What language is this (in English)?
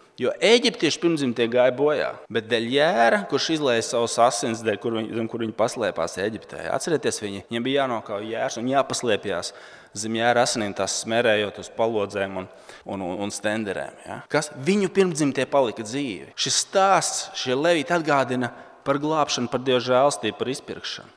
Latvian